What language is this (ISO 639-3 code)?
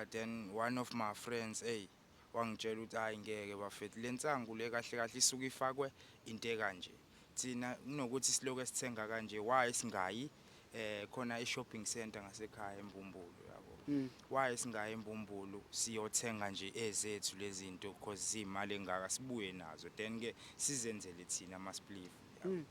zul